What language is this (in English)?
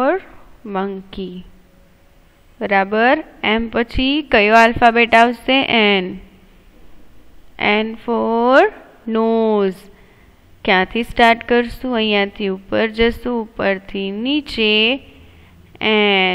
Gujarati